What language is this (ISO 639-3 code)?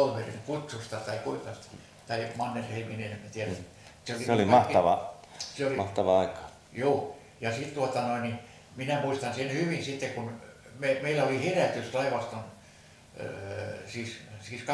fin